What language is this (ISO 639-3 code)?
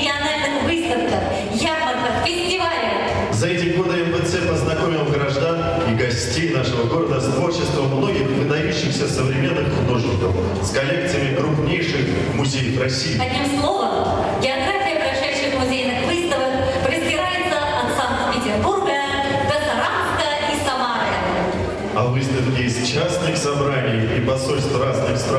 rus